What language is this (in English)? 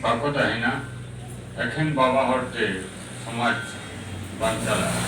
Santali